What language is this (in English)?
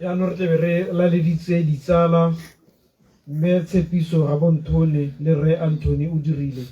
Tswana